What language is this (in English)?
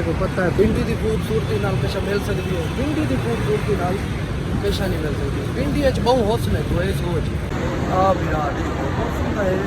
Saraiki